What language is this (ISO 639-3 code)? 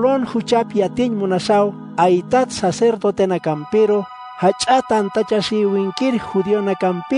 aym